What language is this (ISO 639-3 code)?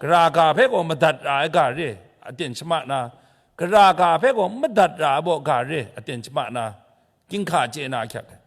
kac